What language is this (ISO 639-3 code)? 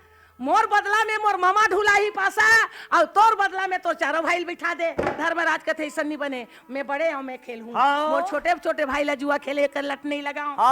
hne